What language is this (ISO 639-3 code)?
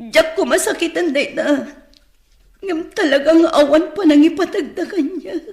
ilo